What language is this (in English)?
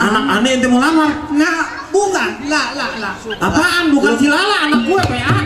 Betawi